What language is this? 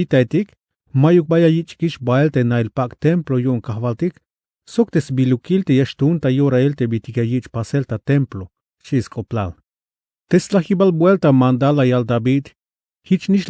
Tzeltal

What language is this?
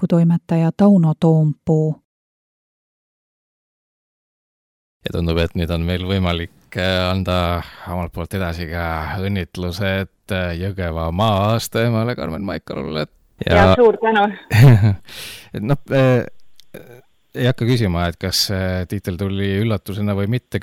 Estonian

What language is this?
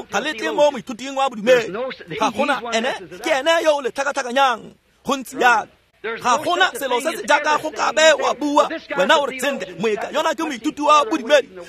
Tswana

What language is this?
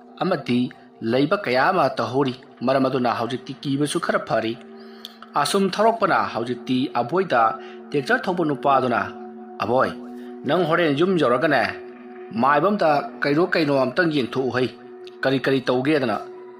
Manipuri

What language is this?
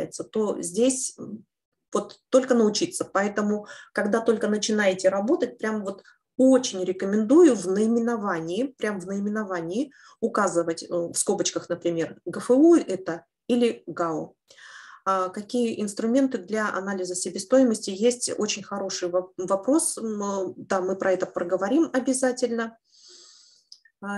Russian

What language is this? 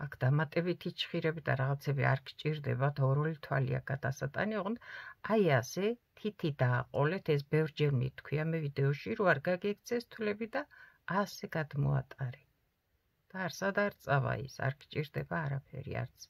Georgian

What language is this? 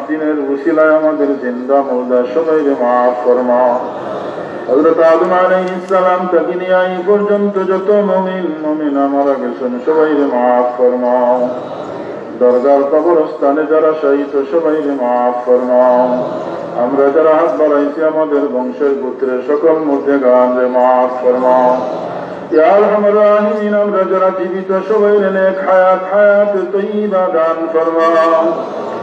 Sylheti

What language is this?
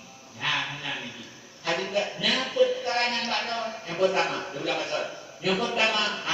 Achinese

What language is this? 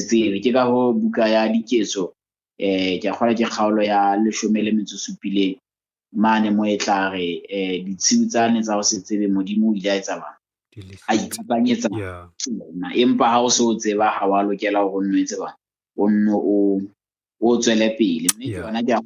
Southern Sotho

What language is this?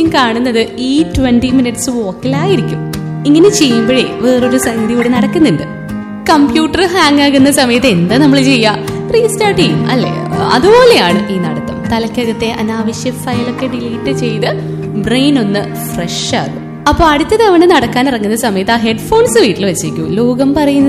Malayalam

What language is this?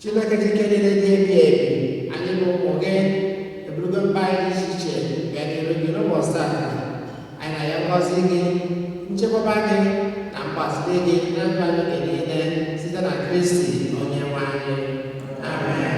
Igbo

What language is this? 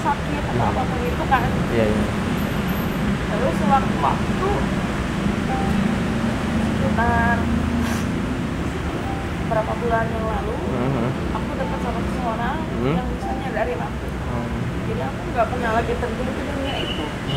Indonesian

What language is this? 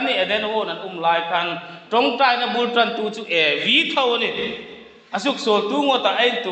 Hmar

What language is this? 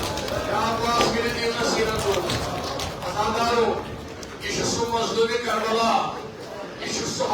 Kashmiri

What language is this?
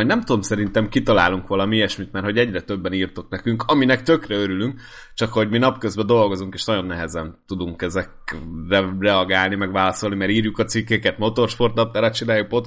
Hungarian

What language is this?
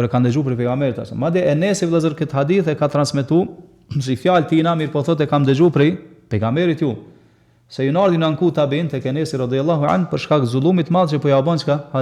Albanian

